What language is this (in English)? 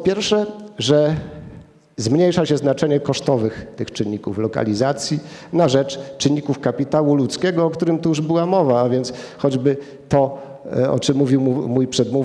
Polish